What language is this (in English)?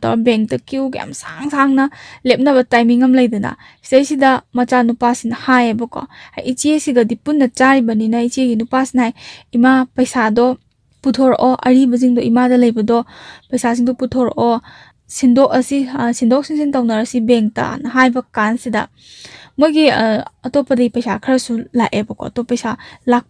Manipuri